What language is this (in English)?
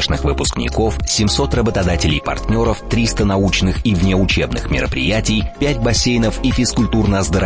Russian